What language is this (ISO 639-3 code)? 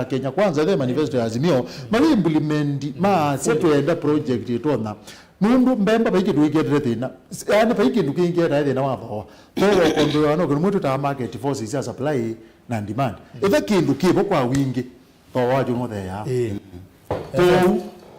kam